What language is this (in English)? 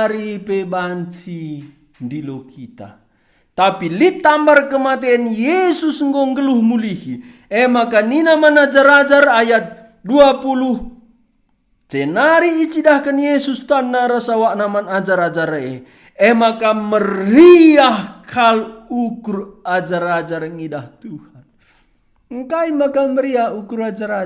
Batak Karo